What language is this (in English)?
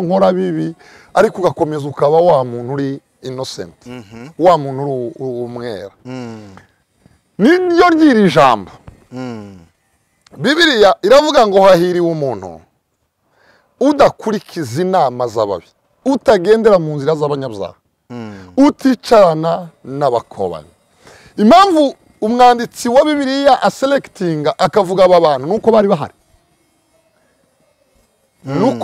Kinyarwanda